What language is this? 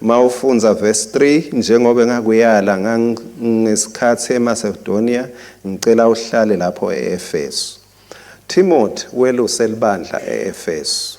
Swati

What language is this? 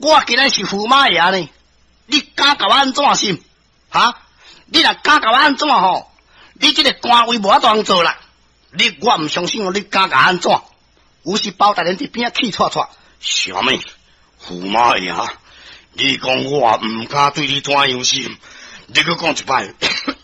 Min Nan Chinese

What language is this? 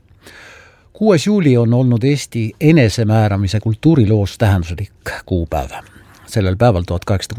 Estonian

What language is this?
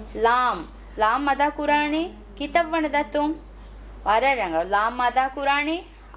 Divehi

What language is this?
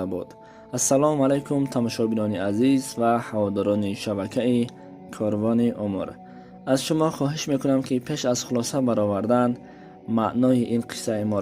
Tajik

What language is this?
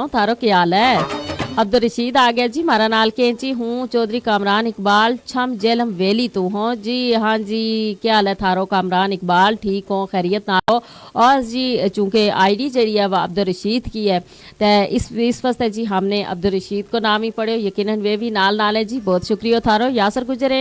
Gujari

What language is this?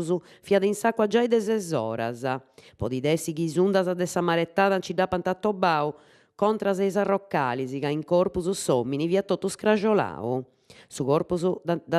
Sardinian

